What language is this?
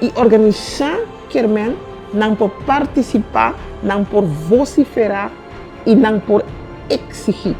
Papiamento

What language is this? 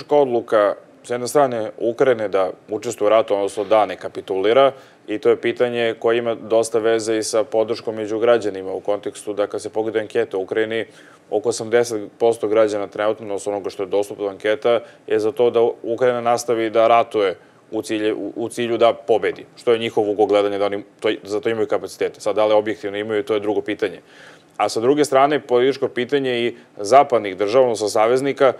Serbian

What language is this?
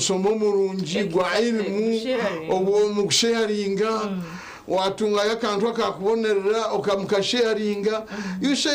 Nyankole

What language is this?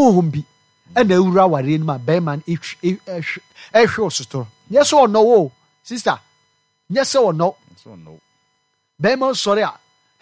Akan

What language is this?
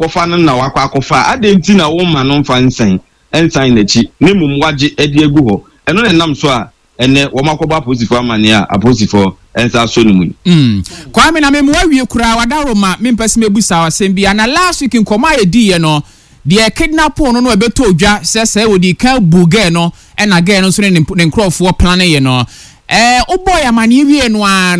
Akan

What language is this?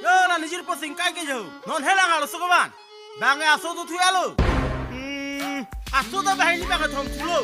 Karbi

